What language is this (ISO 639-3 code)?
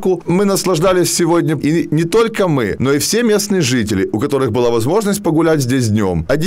rus